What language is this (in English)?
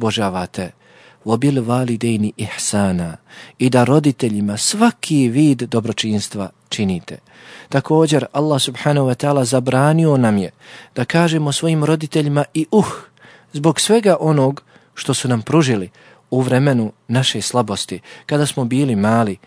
Bosnian